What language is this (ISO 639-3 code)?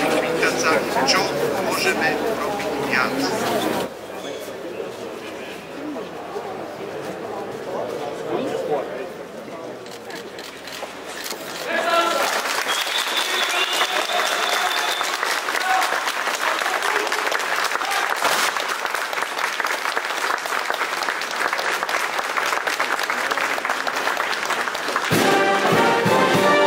slk